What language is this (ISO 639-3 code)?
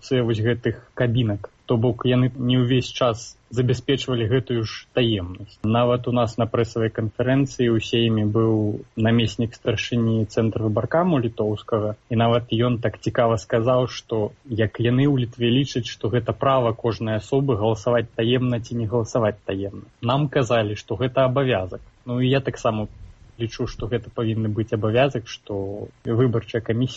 bel